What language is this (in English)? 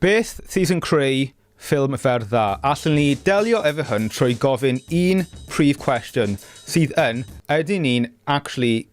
Welsh